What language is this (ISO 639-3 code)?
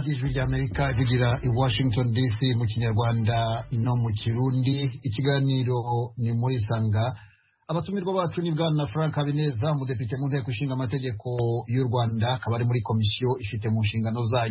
kin